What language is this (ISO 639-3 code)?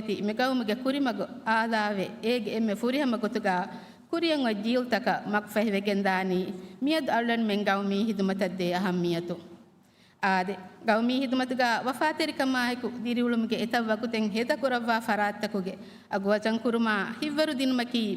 div